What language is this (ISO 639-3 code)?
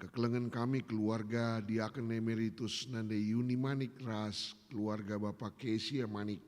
btx